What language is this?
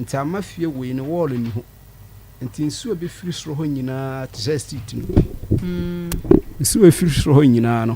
Akan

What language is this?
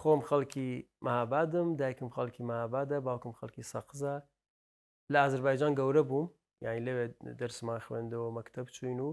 Central Kurdish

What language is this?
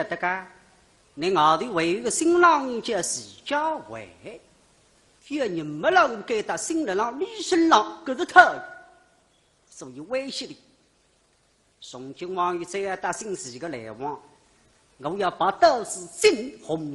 Wu Chinese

